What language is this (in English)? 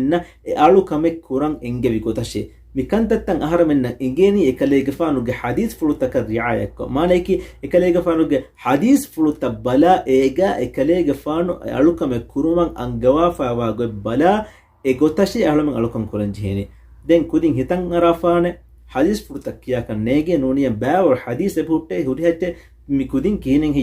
Divehi